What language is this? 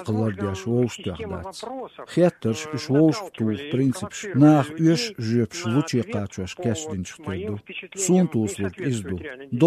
Chechen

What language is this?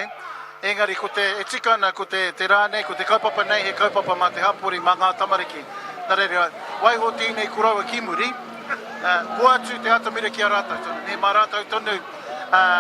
Māori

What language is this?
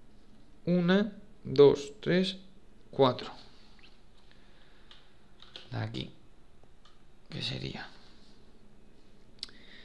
Spanish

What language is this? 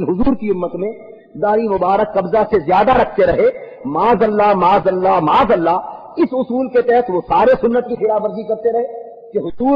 Urdu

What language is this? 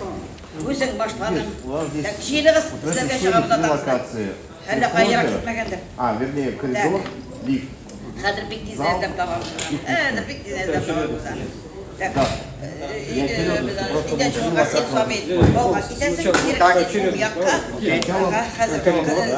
Tatar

